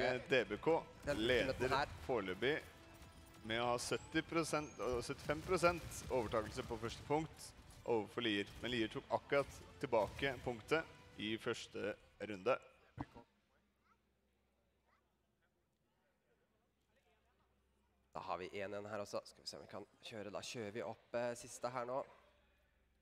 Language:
Norwegian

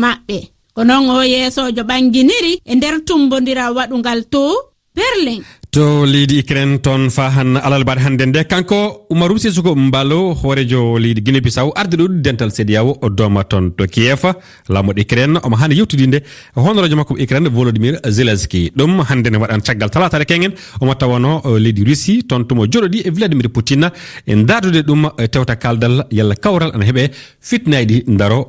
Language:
Fula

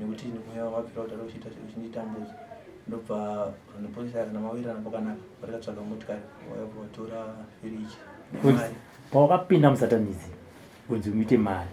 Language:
Shona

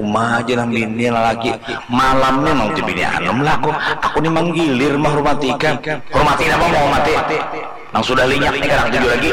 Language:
Banjar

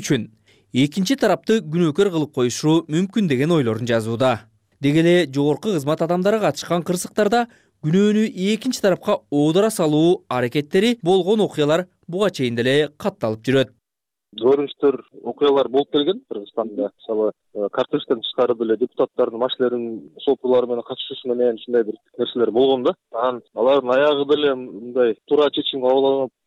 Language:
Kyrgyz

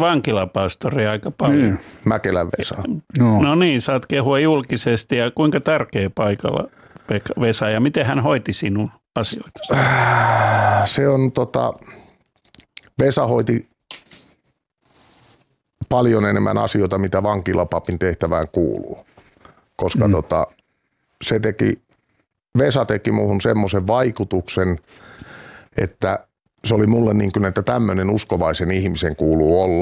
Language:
Finnish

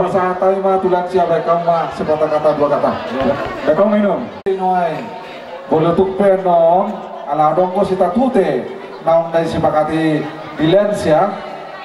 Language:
Batak Toba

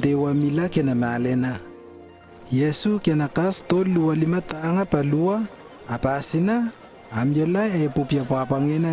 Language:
Lewo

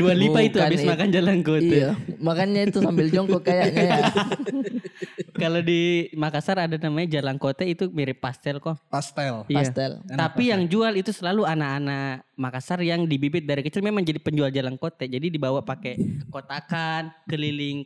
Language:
Indonesian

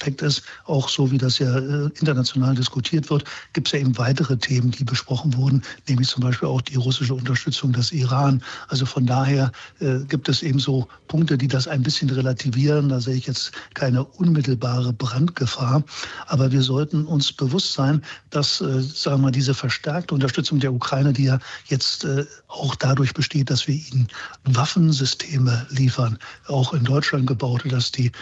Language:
German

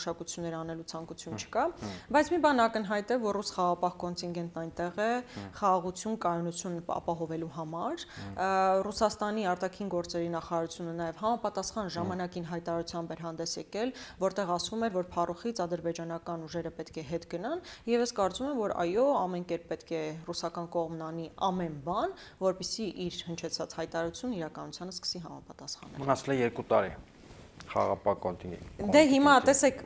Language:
Armenian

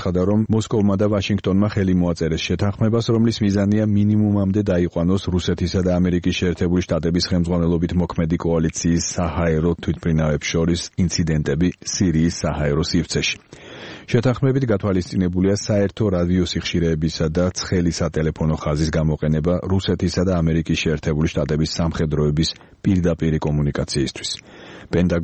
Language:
Georgian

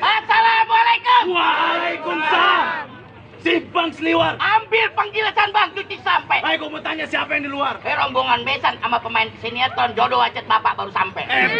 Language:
Betawi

